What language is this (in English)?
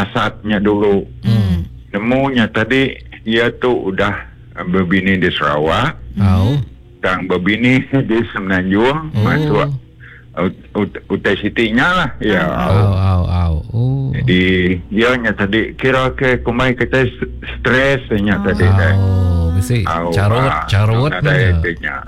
Malay